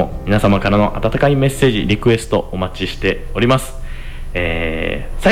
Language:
Japanese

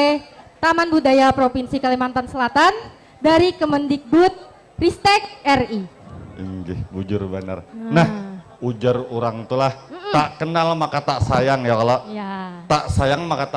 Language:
Banjar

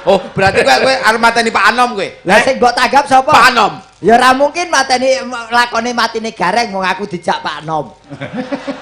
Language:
Javanese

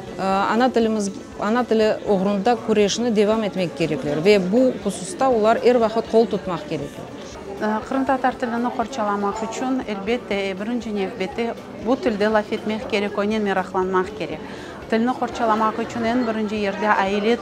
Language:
Crimean Tatar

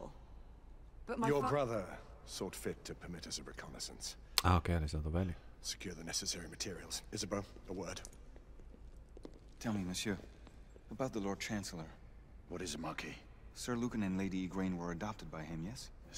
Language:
Finnish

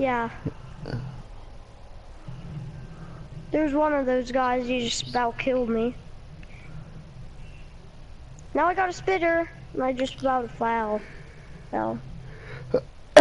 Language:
English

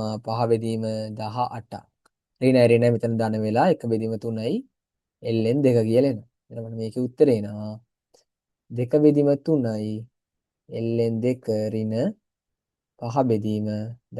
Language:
Sinhala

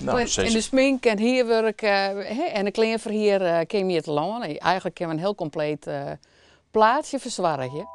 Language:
Western Frisian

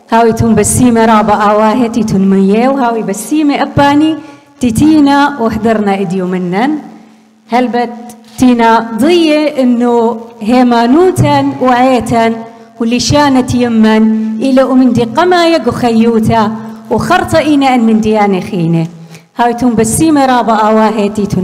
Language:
Assyrian Neo-Aramaic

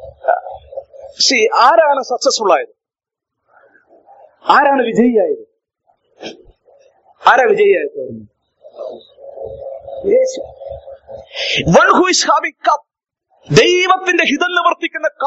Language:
Malayalam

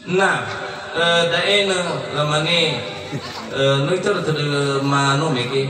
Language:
Nias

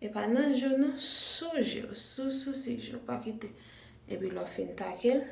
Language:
Haitian Creole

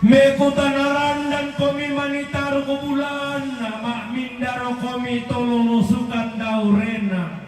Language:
Toraja-Sa'dan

